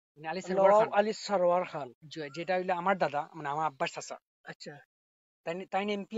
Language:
Sylheti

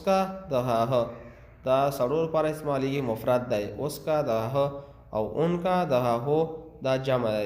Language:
Pashto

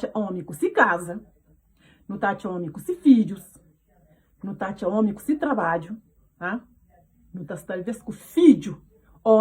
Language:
Kabuverdianu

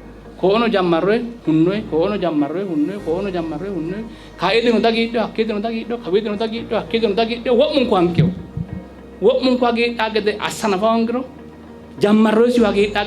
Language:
Sidamo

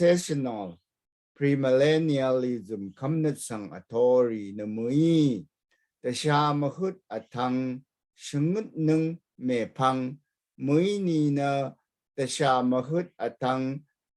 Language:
Rawang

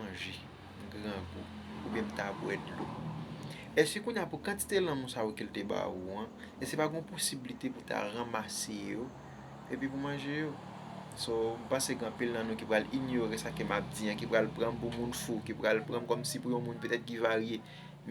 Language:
Haitian Creole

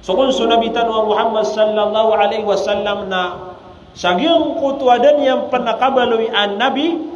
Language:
Maranao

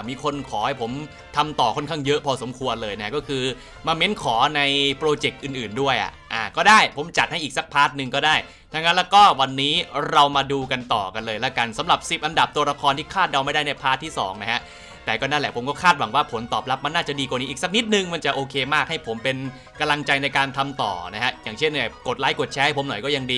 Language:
Thai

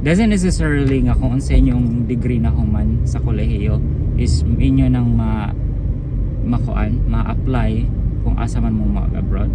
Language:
Cebuano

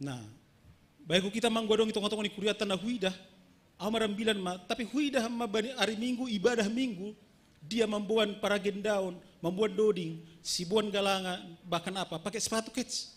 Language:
Batak Simalungun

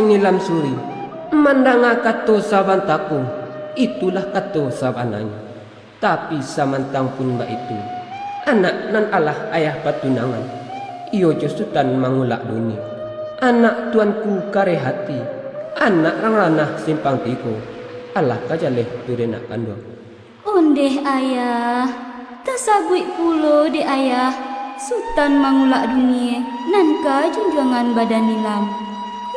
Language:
Minangkabau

